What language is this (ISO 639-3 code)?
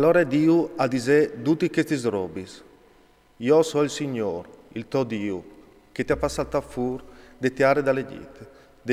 fur